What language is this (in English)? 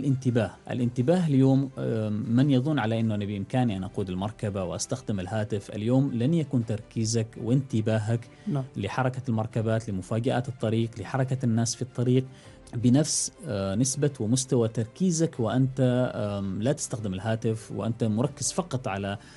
Arabic